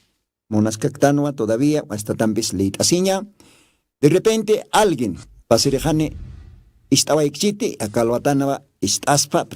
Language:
Aymara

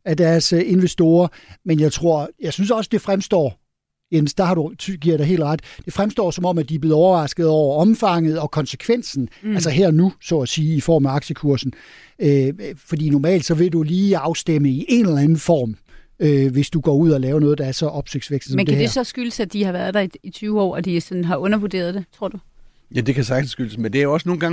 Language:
Danish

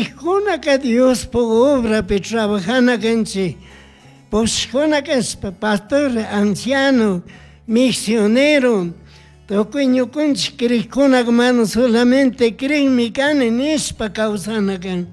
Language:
Chimborazo Highland Quichua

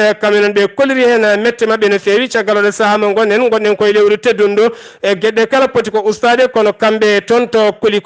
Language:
Fula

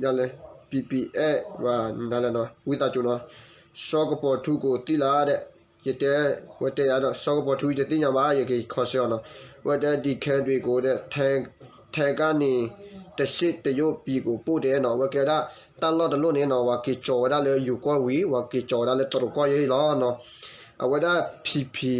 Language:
S'gaw Karen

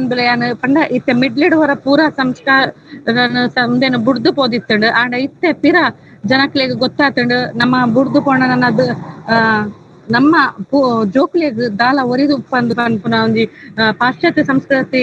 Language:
Tulu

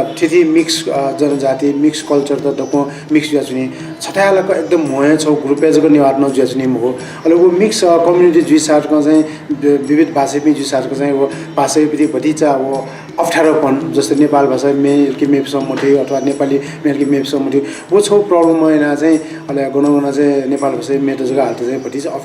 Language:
Newari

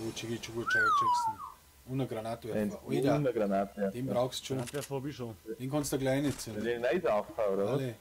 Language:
Bavarian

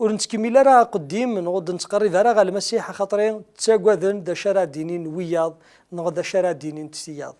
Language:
Kabyle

